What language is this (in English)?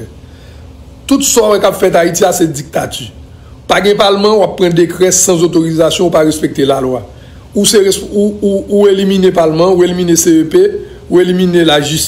Haitian Creole